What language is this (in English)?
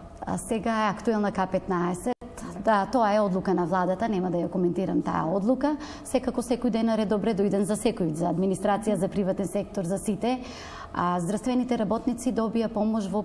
Macedonian